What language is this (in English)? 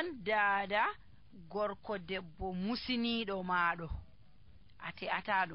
Nigerian Fulfulde